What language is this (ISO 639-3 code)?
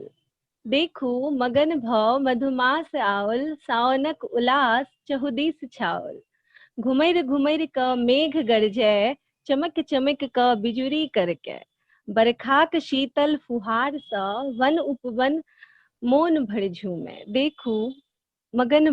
mai